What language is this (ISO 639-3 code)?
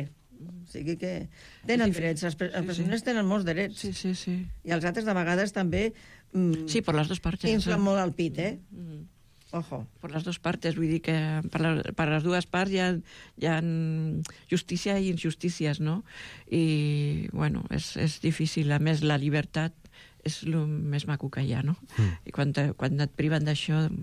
cat